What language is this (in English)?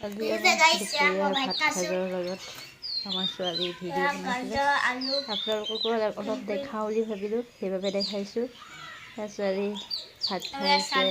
Assamese